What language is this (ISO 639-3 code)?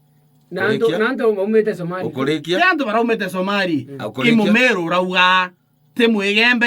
mer